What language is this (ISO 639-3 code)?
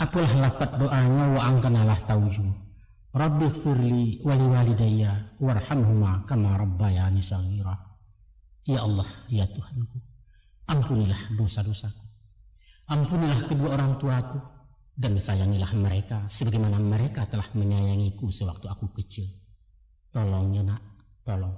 min